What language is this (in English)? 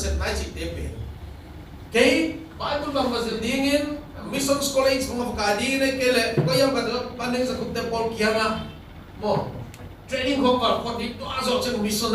Tedim Chin